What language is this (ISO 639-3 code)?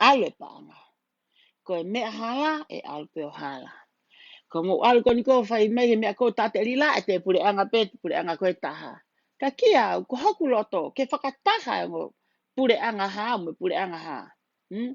ton